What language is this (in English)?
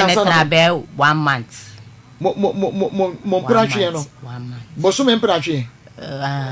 Akan